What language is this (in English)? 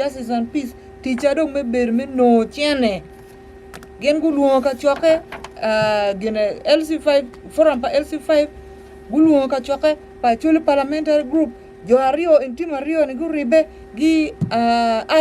Acoli